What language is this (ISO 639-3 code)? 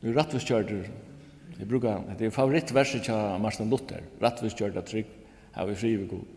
fao